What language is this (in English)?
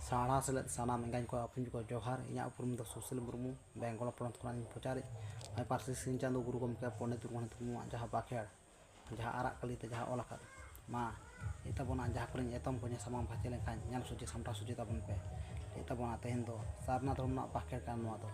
Santali